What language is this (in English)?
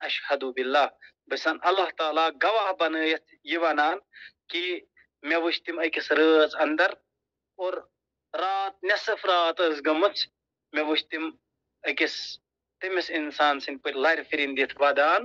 Kashmiri